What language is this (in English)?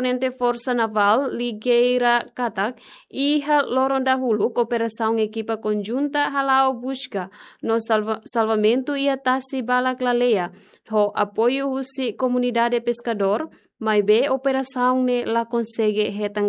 Tetum